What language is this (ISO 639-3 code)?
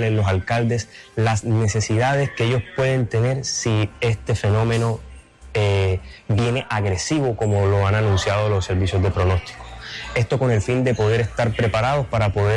spa